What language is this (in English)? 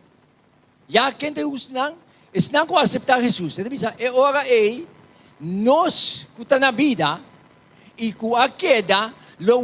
Papiamento